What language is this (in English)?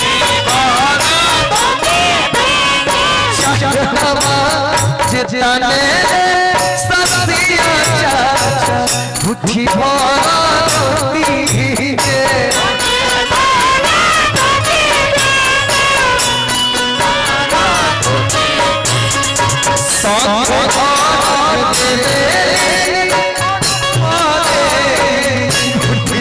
Bhojpuri